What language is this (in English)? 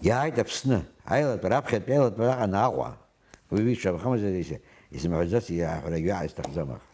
Abkhazian